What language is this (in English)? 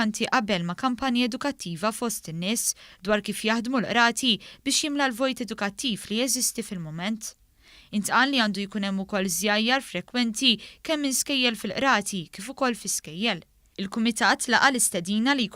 Maltese